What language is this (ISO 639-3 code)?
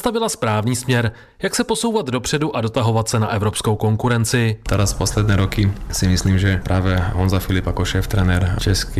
slk